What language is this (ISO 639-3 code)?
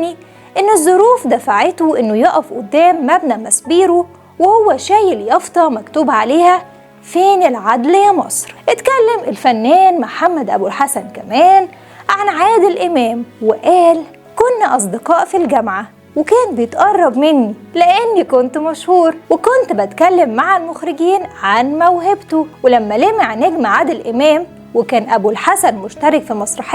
arz